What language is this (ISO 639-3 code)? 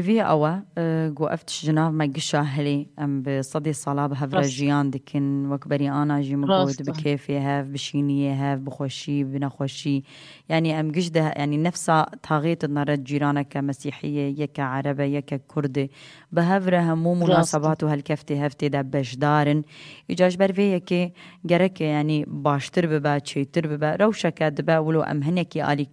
kur